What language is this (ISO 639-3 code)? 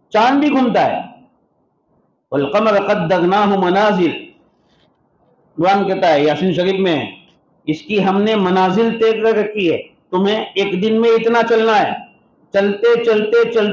urd